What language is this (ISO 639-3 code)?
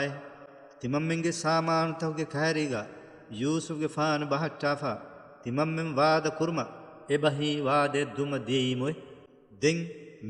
div